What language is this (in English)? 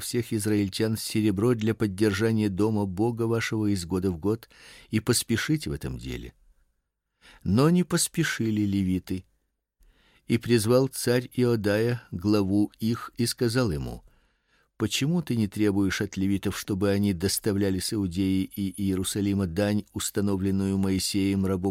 Russian